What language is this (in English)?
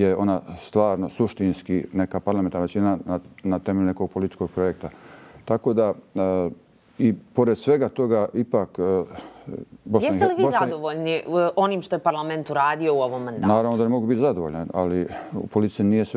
Bosnian